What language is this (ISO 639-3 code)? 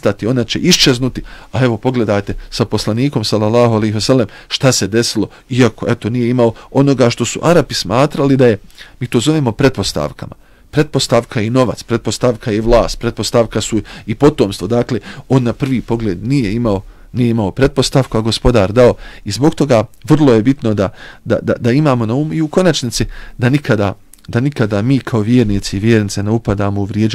bos